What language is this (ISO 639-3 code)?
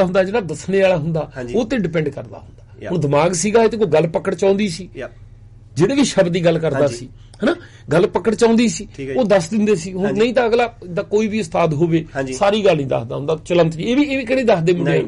pan